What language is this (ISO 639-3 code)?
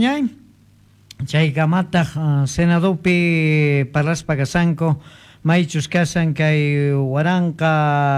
que